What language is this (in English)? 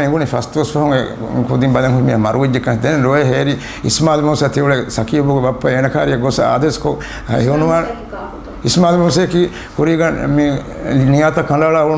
Divehi